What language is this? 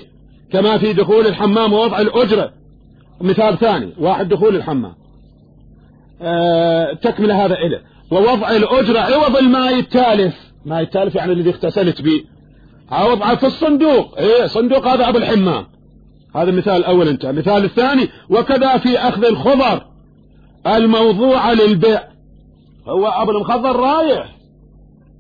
Arabic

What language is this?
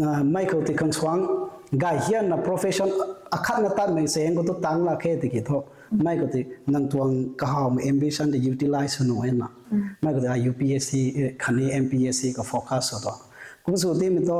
Rongmei Naga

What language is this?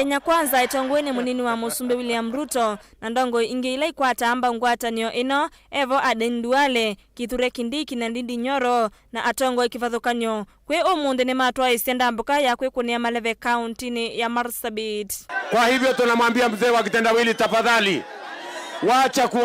Kamba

